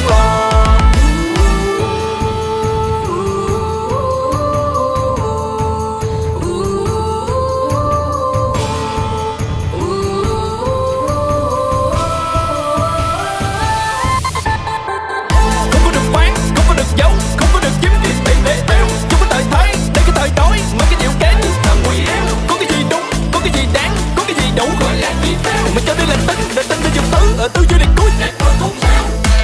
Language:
Vietnamese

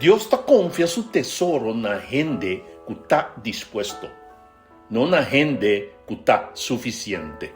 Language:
Papiamento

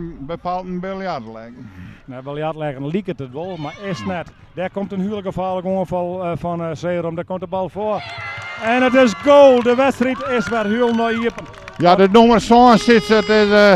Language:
Western Frisian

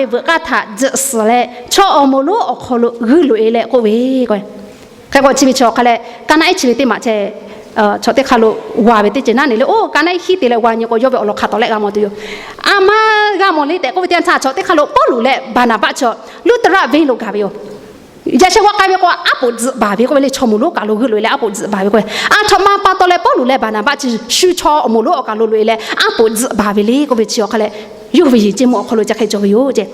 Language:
Lahu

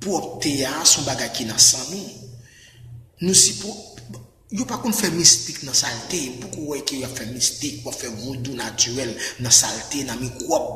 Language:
Haitian Creole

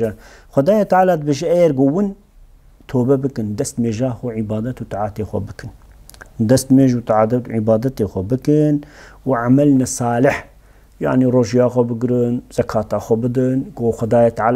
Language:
Kurdish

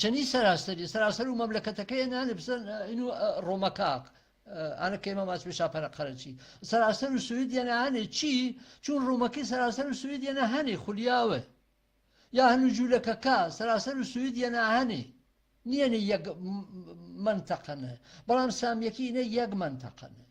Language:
Gurani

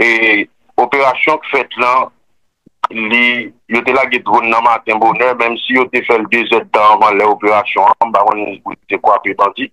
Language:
Haitian Creole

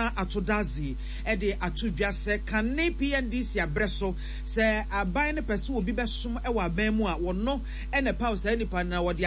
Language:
Akan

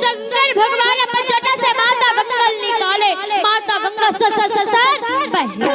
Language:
Chhattisgarhi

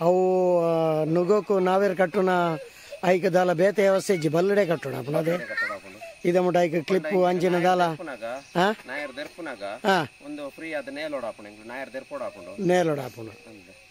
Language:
Tulu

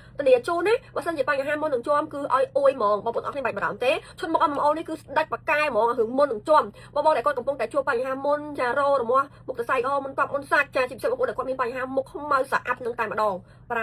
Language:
Khmer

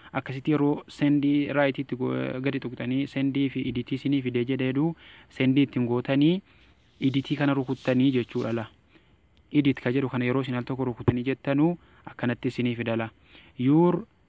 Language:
Oromo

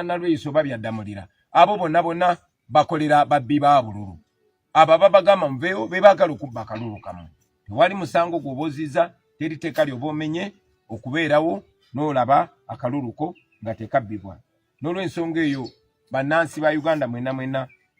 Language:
Ganda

